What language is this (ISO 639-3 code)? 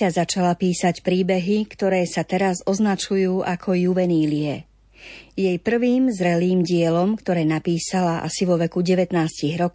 slk